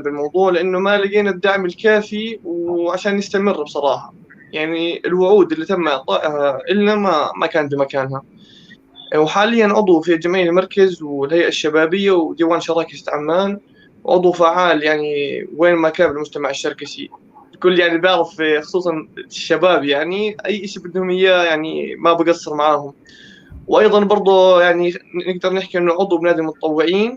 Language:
North Levantine Arabic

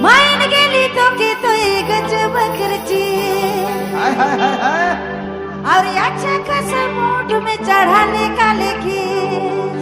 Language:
Sadri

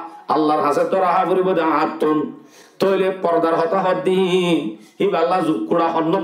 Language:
Rohingya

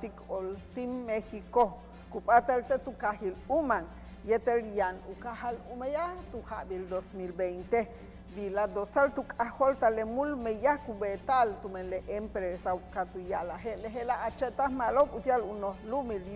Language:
Yucateco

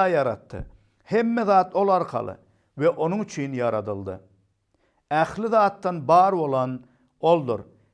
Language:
Turkmen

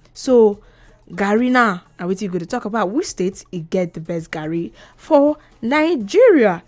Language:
Nigerian Pidgin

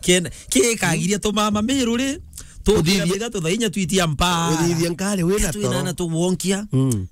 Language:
Meru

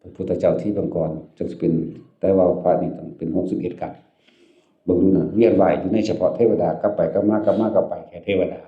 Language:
Northeastern Thai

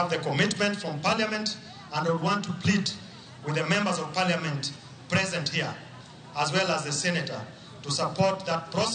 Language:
Luo (Kenya and Tanzania)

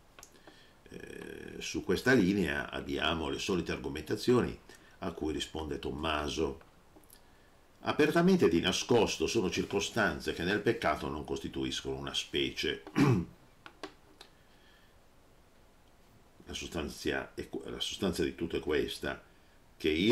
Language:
Italian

